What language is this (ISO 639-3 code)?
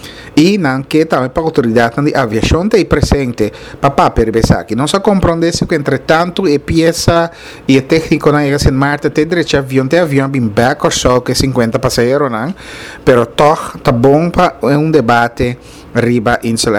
pap